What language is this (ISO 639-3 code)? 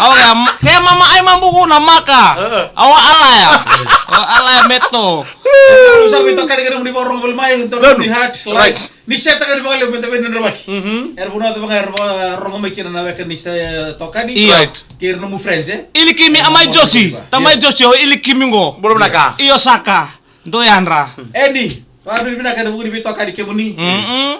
fij